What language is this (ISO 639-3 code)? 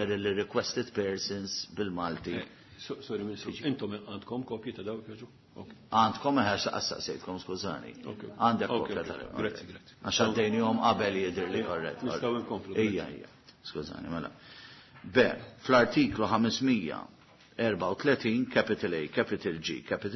mlt